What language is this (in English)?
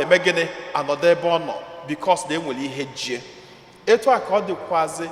Igbo